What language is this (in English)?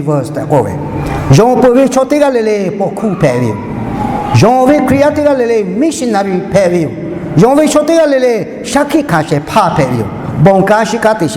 Lahu